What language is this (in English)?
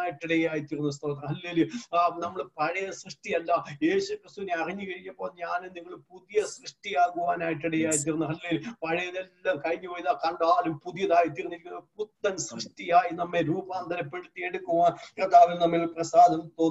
Malayalam